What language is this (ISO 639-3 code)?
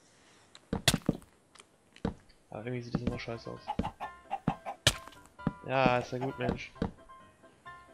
deu